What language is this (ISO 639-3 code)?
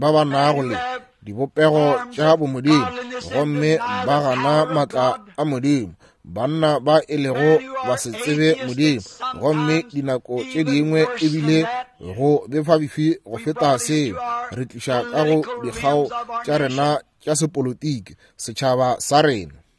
nso